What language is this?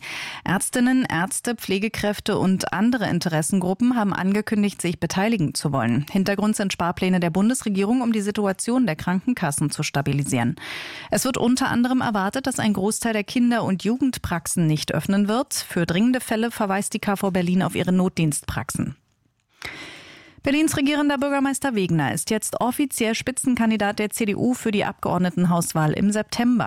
German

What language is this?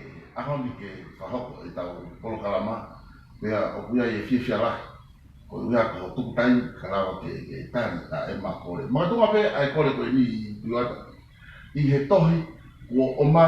Tongan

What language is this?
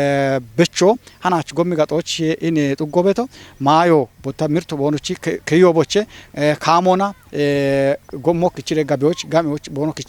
Kafa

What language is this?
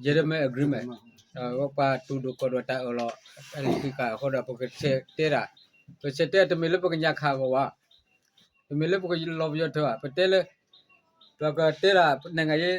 S'gaw Karen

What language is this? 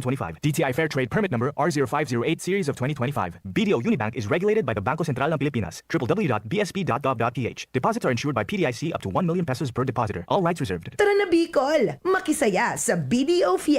Bikol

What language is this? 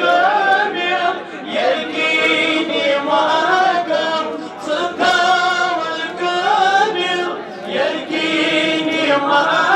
Kashmiri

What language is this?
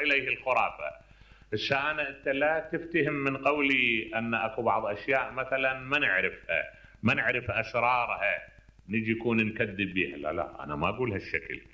Mesopotamian Arabic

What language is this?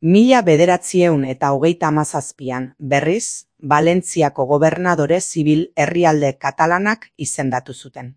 Basque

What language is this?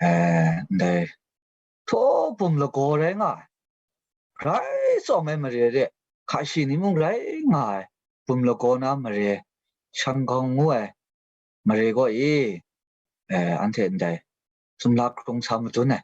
Kachin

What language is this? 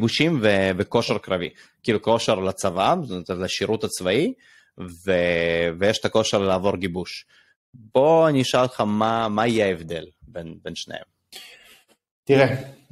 Hebrew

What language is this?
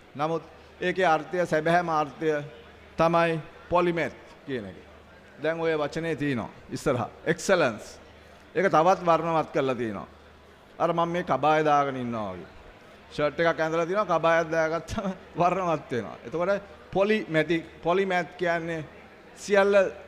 Sinhala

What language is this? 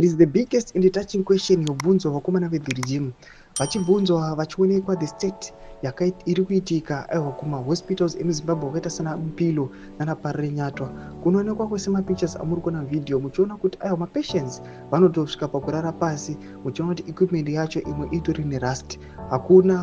Shona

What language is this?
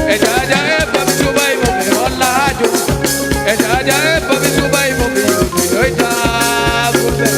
Fula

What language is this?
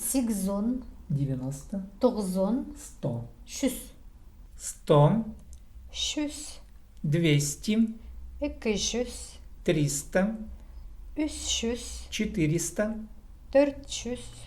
Khakas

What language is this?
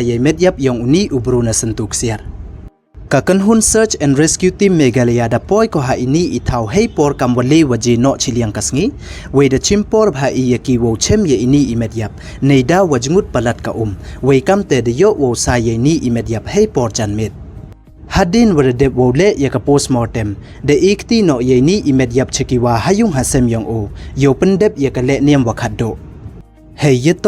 Pnar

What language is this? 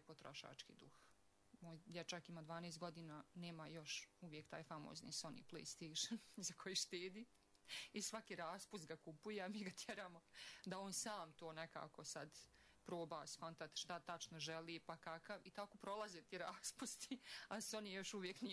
Bosnian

